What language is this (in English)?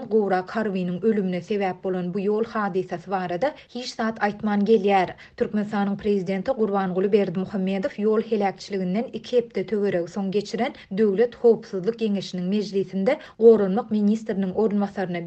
Turkmen